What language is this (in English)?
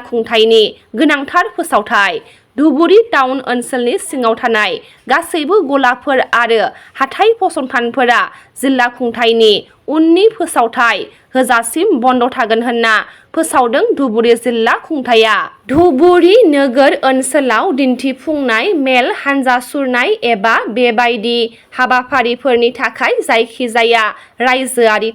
Bodo